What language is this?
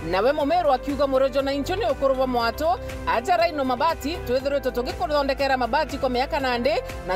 Meru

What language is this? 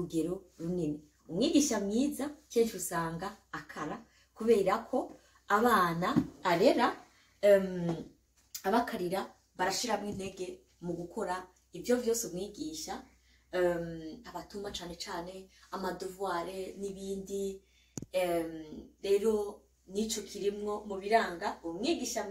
Rundi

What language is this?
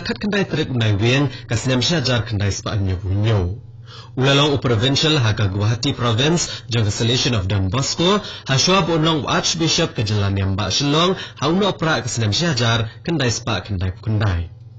Khasi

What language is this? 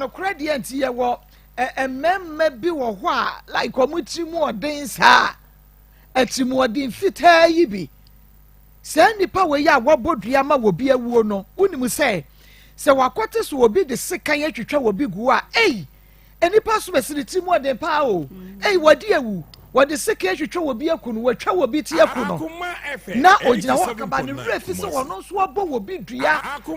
Akan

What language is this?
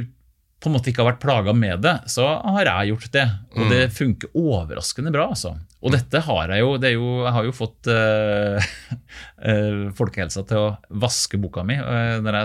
Norwegian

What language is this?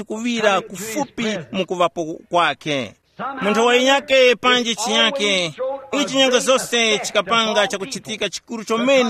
Tumbuka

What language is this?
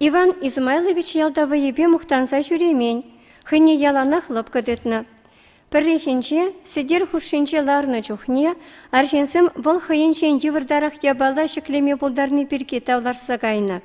Chuvash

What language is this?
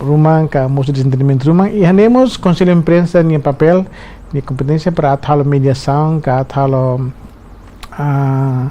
Tetum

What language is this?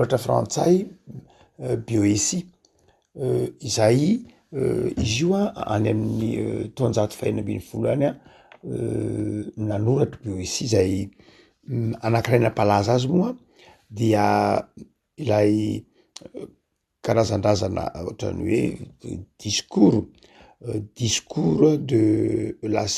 Malagasy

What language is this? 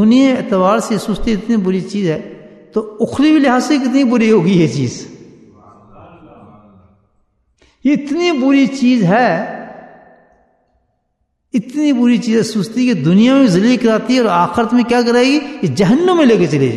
Urdu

